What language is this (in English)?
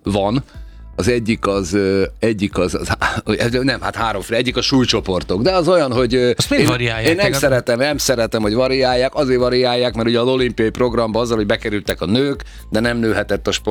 Hungarian